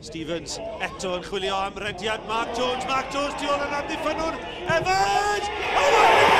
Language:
Welsh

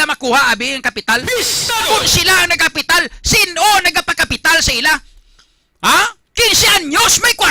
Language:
Hiligaynon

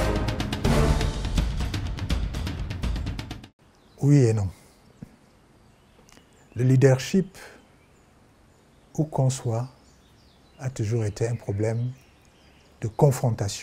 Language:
French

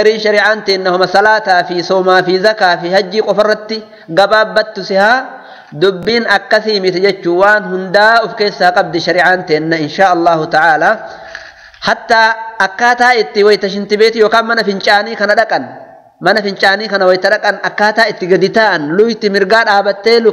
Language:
Oromo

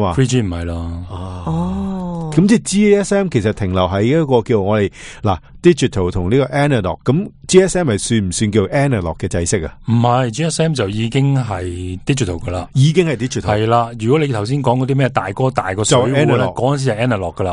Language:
Cantonese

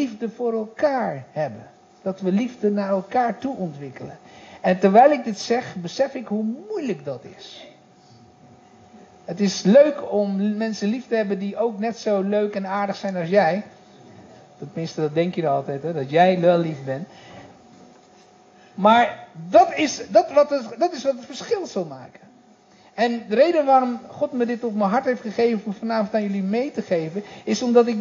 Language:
Dutch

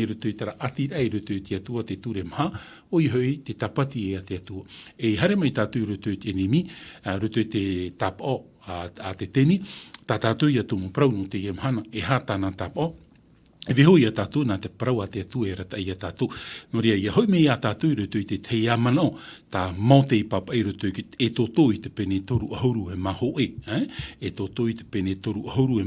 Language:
Tahitian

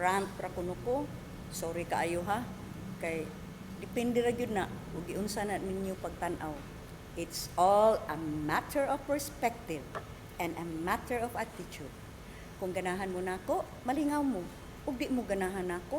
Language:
Cebuano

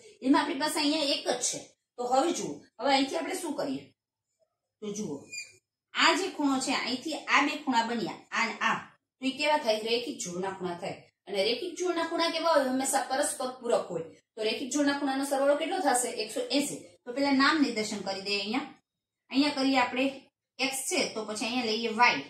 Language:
Gujarati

